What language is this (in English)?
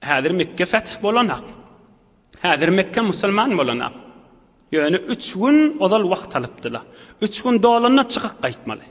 Turkmen